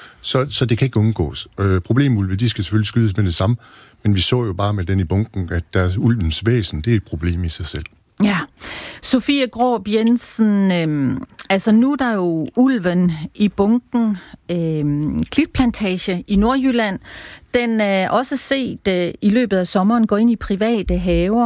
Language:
Danish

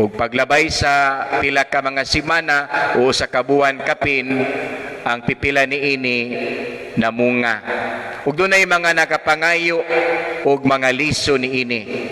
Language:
Cebuano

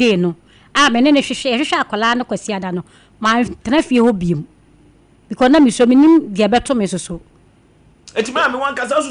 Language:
Akan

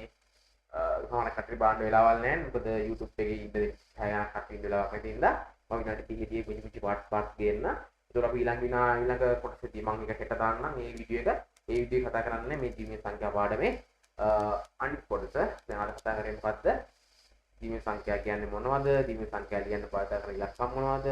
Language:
Sinhala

